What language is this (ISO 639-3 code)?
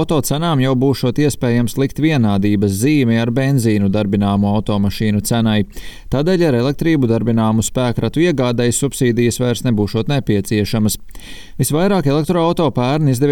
lav